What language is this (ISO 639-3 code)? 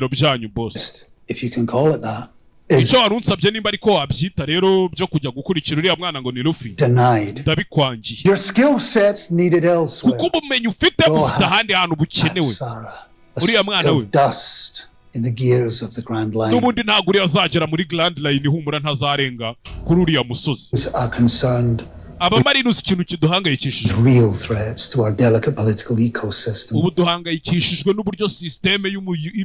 kin